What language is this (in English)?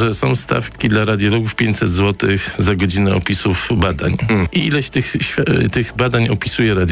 Polish